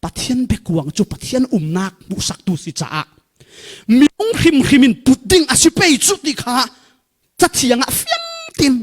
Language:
Falam Chin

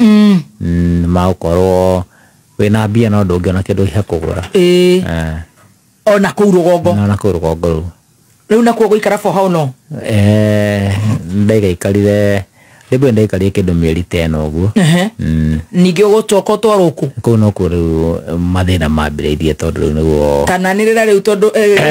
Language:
Kikuyu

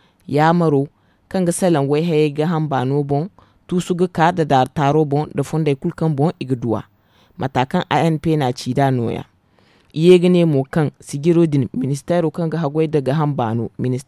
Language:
Zarma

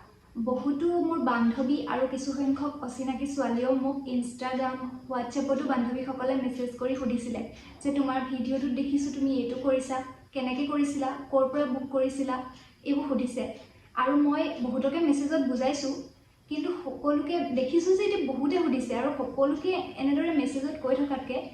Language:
Assamese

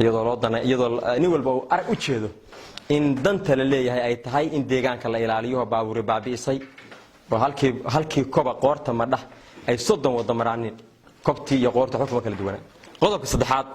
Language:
Somali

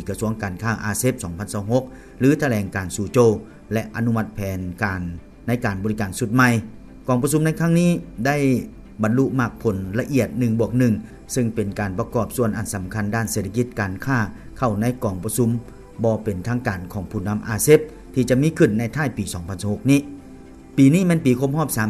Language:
Lao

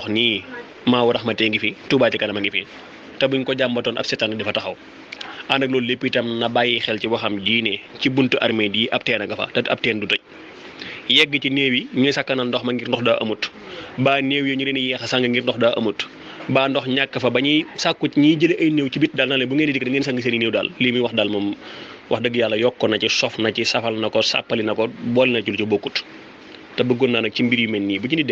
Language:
Wolof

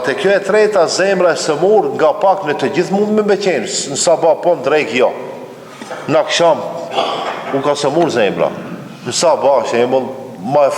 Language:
Albanian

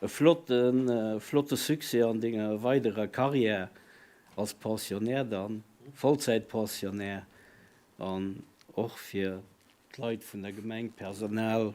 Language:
Luxembourgish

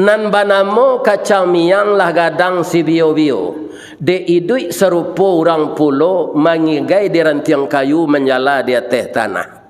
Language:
Minangkabau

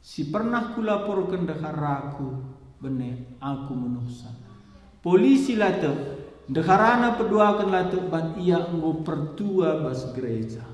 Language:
Batak Karo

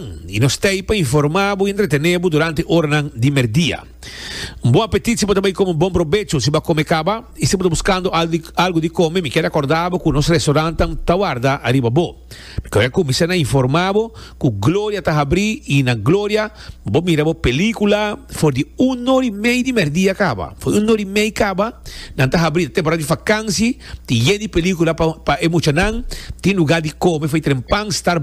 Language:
Papiamento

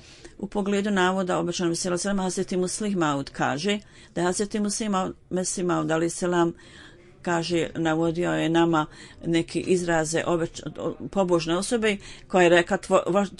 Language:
Bosnian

